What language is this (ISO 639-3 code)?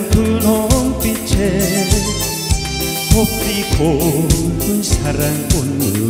kor